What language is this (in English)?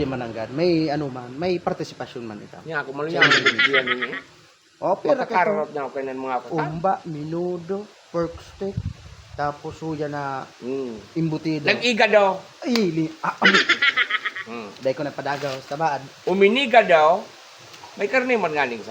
Bikol